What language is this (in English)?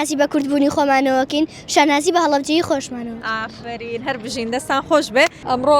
Central Kurdish